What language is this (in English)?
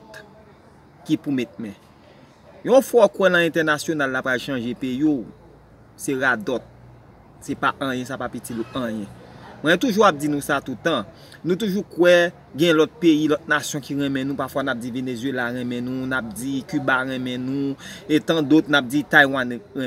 Haitian Creole